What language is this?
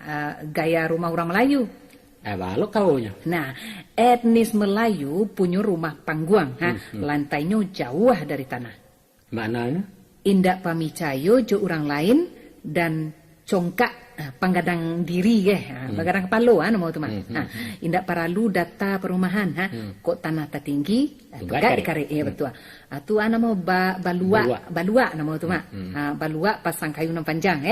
Minangkabau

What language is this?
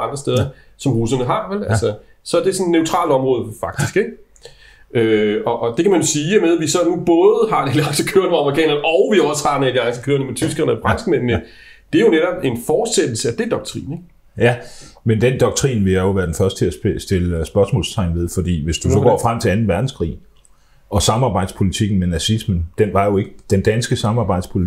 Danish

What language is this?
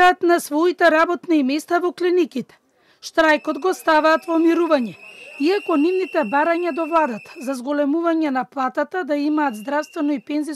Macedonian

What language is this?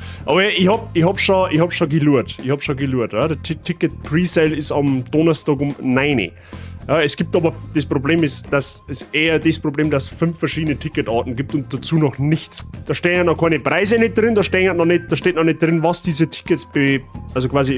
Bavarian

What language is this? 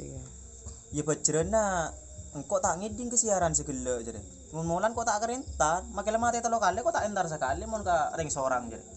Madurese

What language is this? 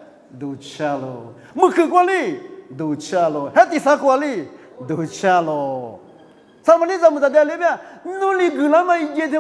Lisu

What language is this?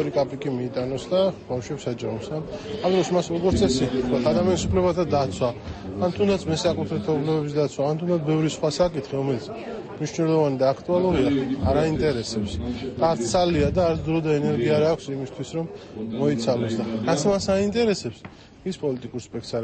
Georgian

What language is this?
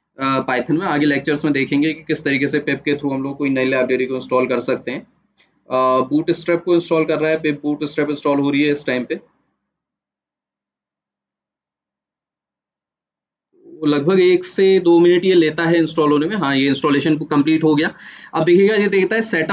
Hindi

